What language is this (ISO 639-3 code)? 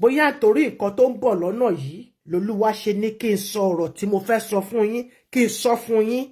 yor